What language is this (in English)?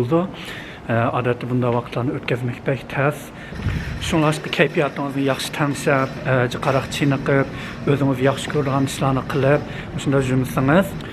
Uyghur